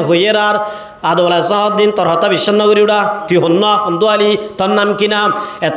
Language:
Rohingya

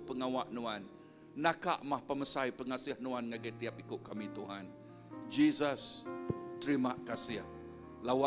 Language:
Iban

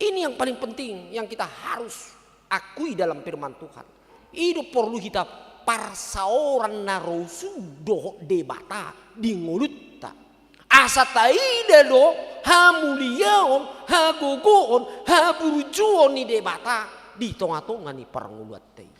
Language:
Batak Toba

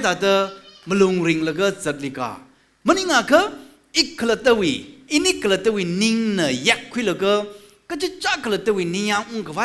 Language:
Tangkhul Naga (India)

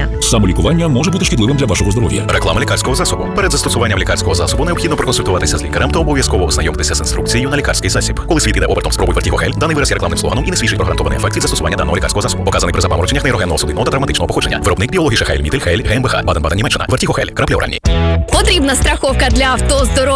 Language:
Ukrainian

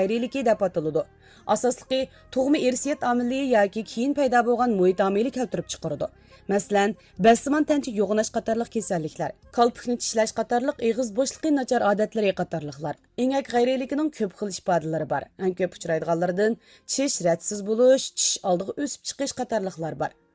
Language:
Uyghur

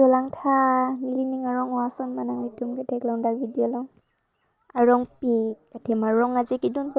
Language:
Karbi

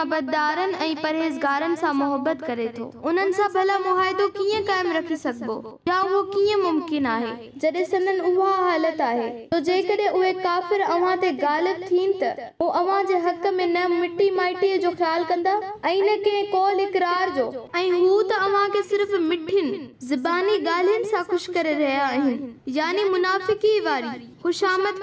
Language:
Sindhi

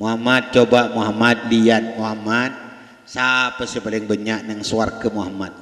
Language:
Madurese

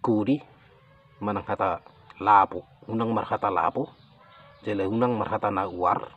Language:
Batak Toba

